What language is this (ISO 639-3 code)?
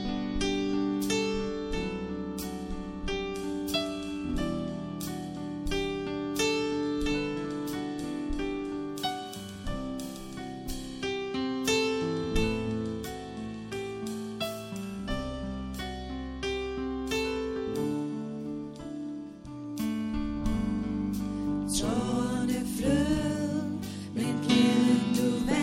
dan